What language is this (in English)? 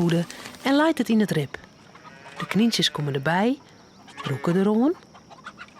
Western Frisian